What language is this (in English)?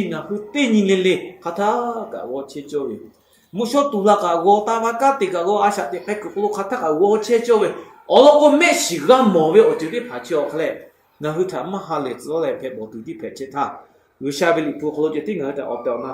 Lahu